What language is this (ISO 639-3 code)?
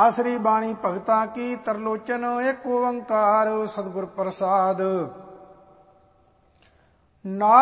pan